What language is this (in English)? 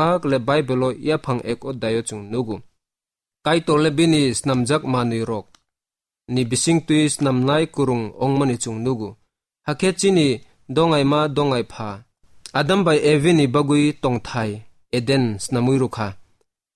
Kok Borok